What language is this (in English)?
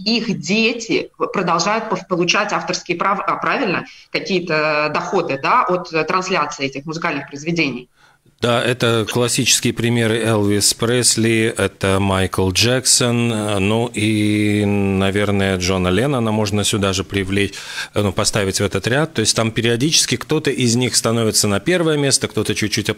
Russian